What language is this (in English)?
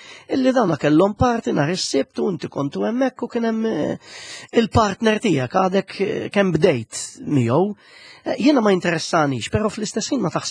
Maltese